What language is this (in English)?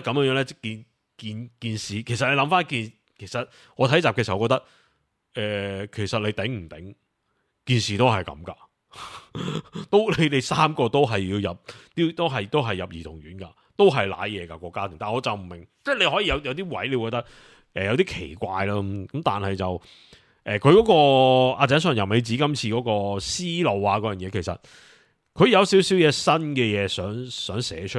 Cantonese